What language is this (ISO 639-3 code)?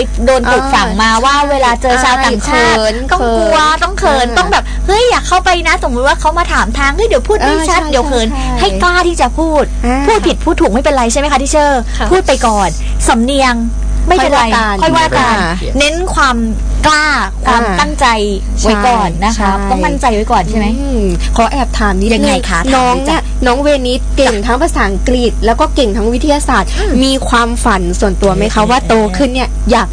tha